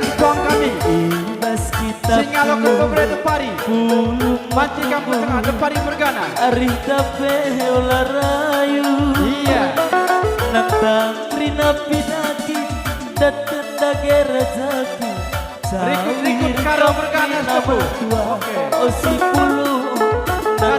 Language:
Batak Karo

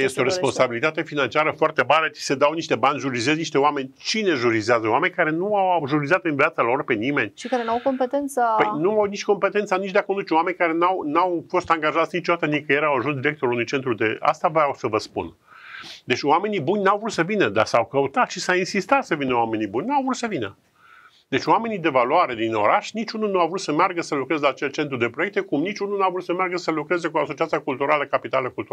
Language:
Romanian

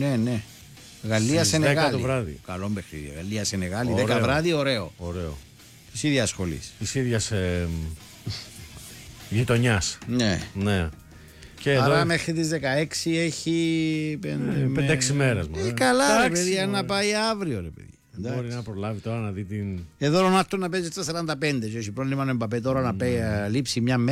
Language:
Greek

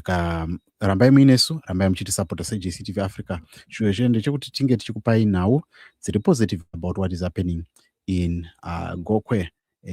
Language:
Shona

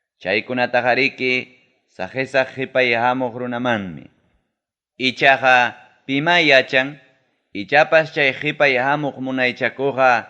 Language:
Ayacucho Quechua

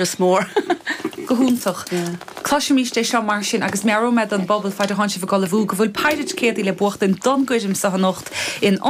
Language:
Irish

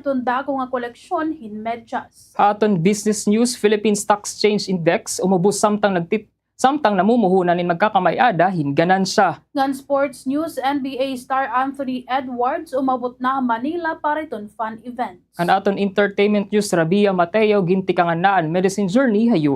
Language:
Waray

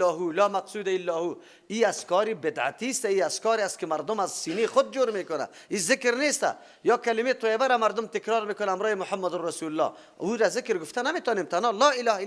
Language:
Persian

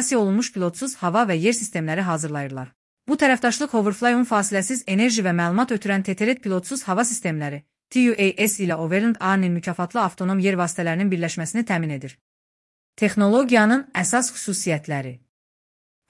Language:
Azerbaijani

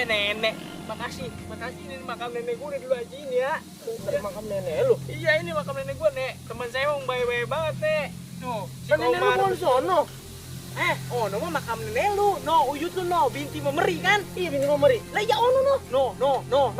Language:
Betawi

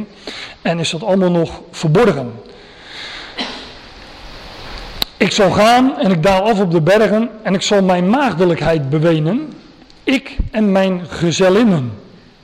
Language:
Dutch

